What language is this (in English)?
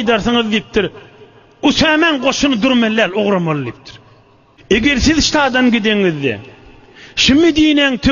Turkmen